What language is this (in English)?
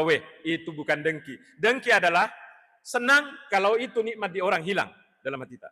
Buginese